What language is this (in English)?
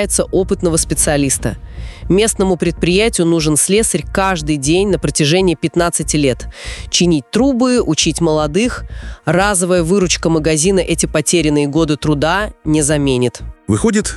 Russian